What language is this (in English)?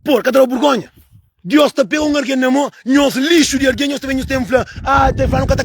Kabuverdianu